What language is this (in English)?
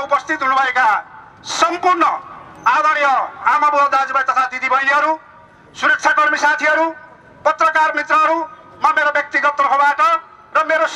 Nepali